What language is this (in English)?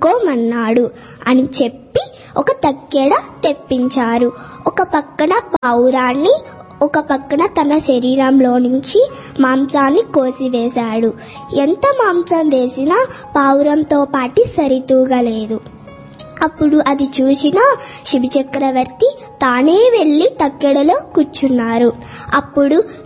Telugu